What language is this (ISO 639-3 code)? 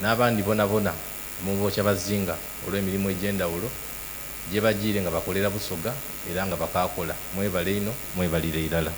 xog